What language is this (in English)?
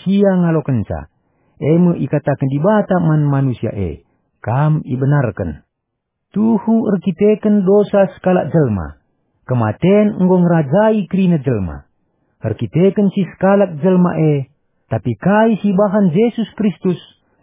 Batak Karo